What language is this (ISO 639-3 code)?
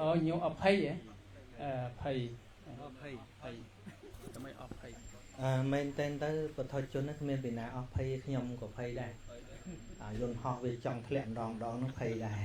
khm